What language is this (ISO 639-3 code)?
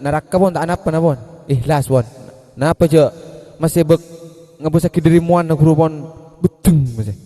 mad